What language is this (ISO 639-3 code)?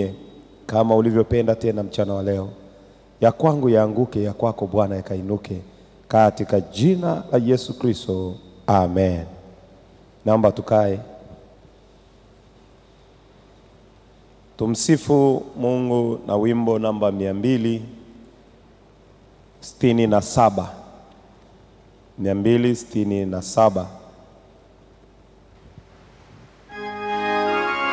swa